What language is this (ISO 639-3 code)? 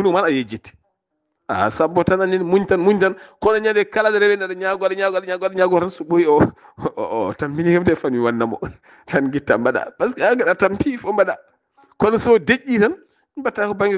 ful